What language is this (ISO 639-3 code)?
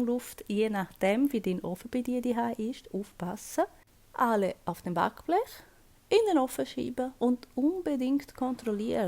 gsw